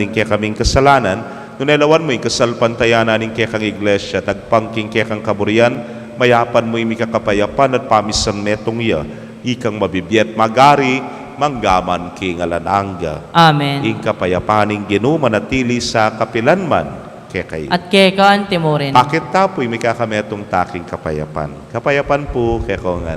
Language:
Pampanga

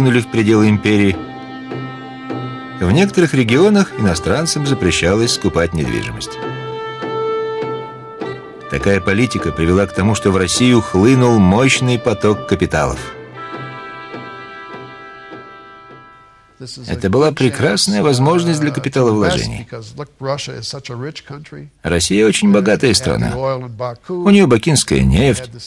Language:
Russian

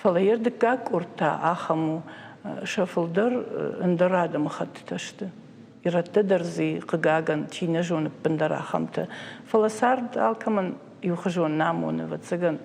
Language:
Ossetic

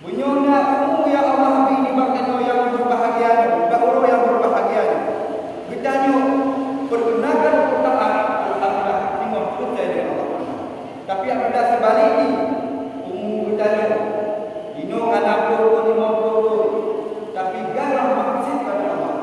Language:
Achinese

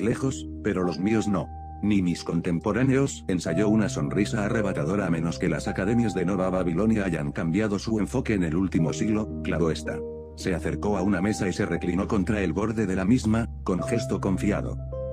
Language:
Spanish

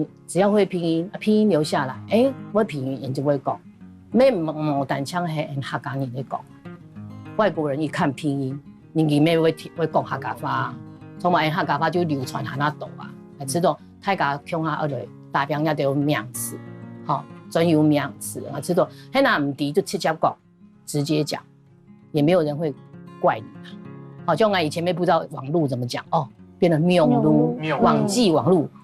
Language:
Hakka Chinese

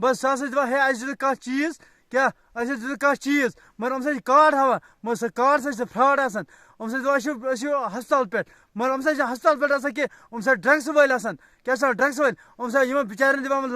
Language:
Kashmiri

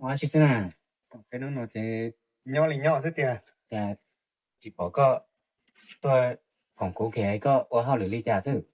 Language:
Hmong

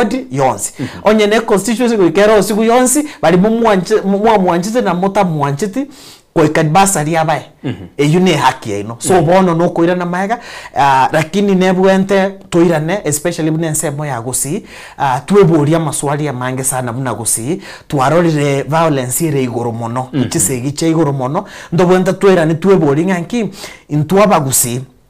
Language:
Gusii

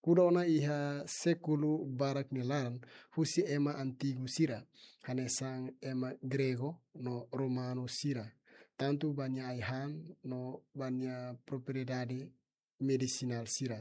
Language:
Tetum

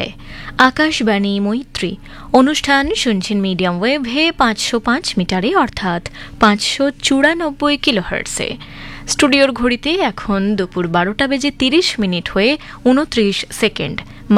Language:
Bangla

